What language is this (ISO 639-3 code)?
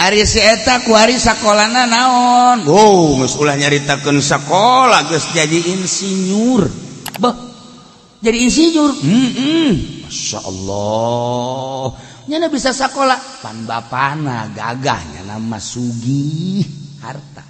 sun